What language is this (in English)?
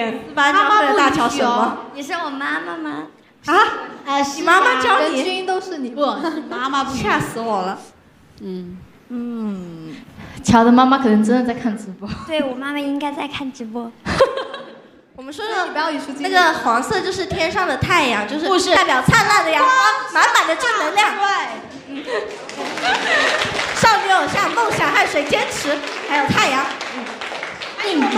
Chinese